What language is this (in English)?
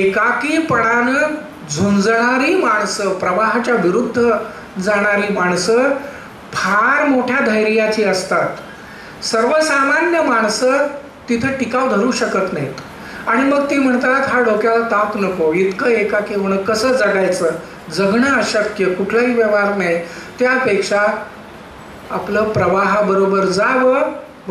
Marathi